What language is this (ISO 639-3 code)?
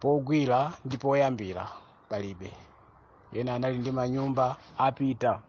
nya